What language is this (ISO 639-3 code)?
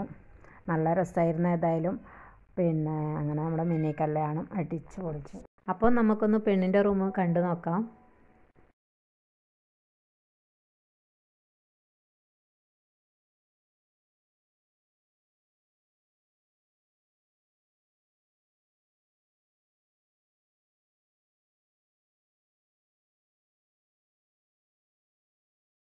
mal